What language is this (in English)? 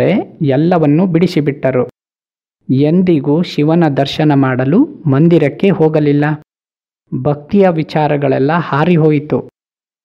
Kannada